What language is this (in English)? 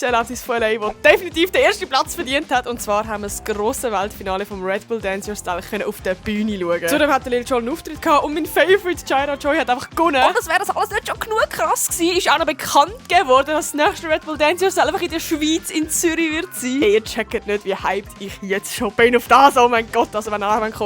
Swiss German